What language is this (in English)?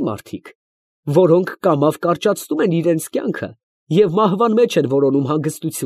Armenian